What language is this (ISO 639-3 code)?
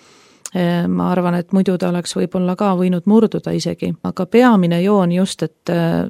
est